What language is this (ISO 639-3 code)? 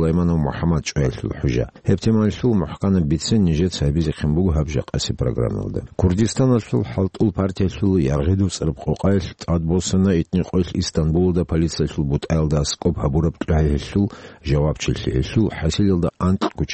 ava